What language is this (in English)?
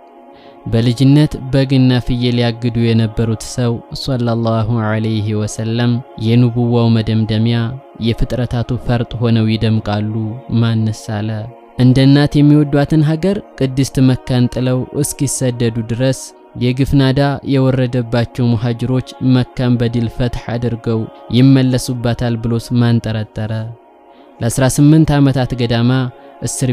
Amharic